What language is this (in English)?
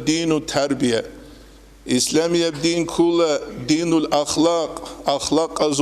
Avaric